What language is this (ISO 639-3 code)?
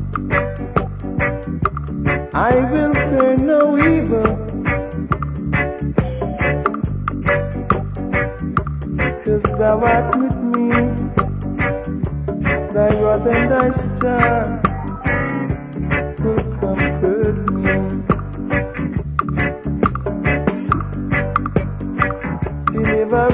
eng